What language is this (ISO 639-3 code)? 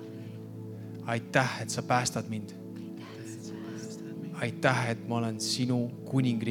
est